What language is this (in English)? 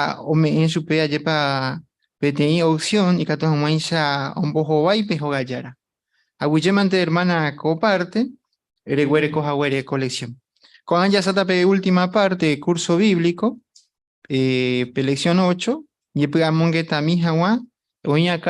Guarani